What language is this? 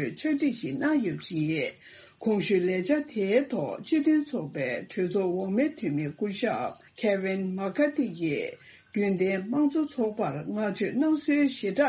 Tibetan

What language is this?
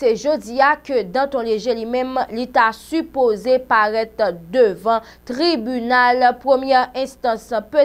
Haitian Creole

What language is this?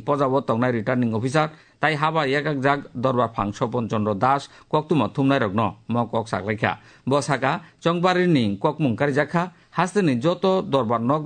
Kok Borok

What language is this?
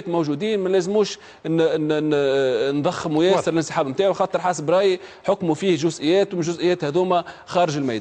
Tunisian Arabic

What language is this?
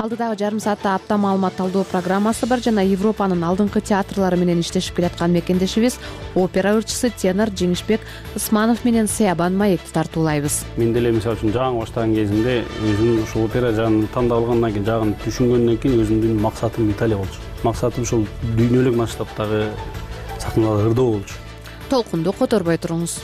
Kyrgyz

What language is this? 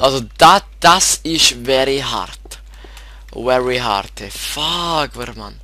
Swiss German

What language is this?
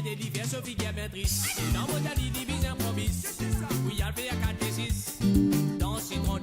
Morisyen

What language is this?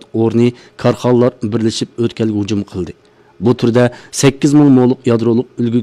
Uyghur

